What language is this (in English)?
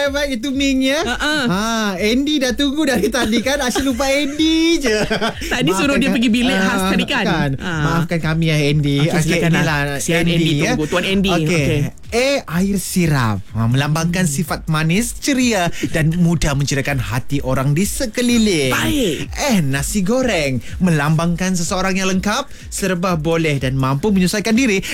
Malay